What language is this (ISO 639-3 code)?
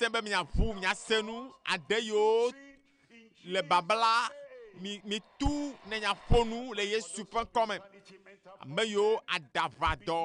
ewe